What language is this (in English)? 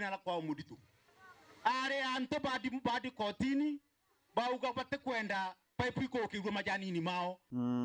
Meru